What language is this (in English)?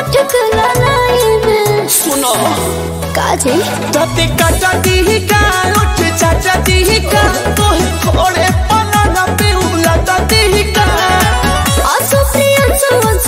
Bhojpuri